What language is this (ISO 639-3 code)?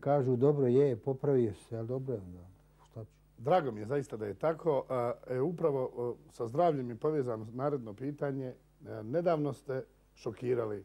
bos